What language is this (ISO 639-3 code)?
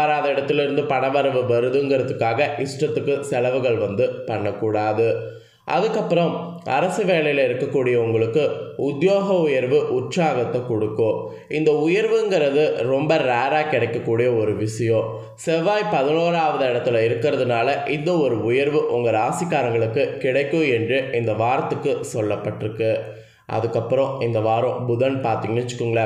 tam